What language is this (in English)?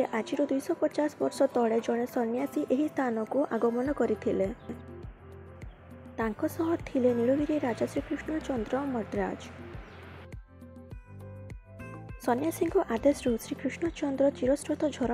Odia